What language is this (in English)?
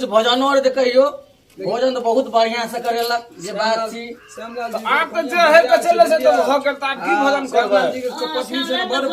Maithili